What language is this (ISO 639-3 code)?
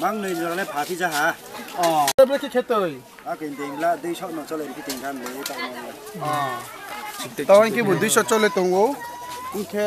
ria